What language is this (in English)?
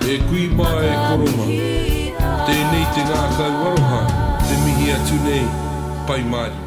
Māori